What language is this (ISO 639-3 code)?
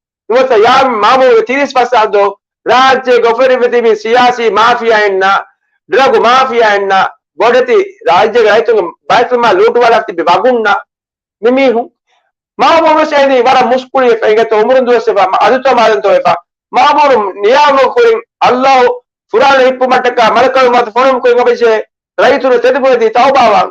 div